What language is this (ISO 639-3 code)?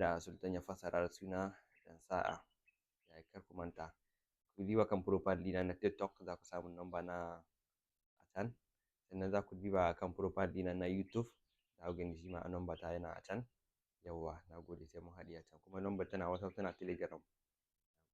hau